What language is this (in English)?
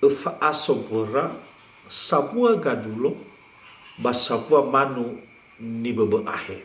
Nias